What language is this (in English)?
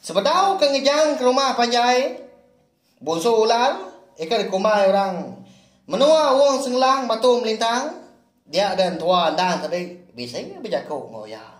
Iban